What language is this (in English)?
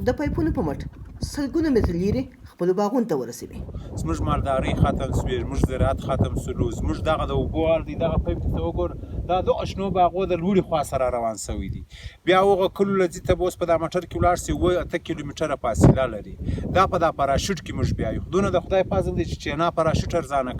Pashto